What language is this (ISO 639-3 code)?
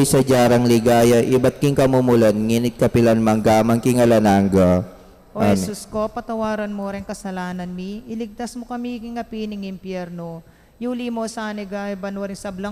pam